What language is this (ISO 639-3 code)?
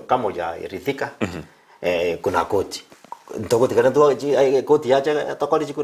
guz